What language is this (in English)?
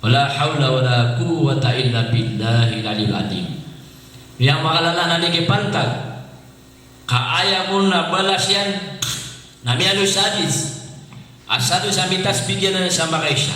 Maranao